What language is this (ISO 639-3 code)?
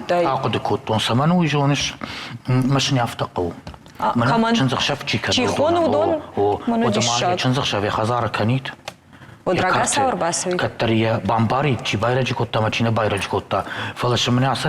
oss